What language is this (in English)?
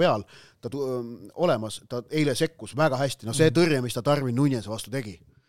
Estonian